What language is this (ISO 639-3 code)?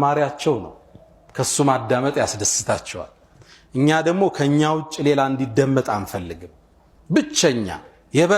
amh